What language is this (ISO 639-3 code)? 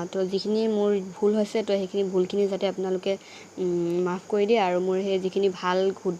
asm